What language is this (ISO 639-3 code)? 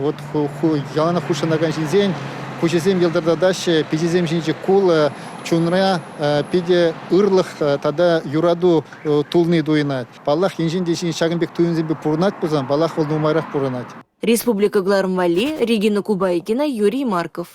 chv